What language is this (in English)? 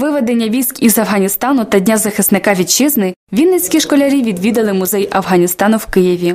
Ukrainian